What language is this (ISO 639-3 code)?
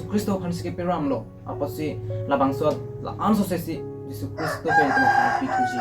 mjw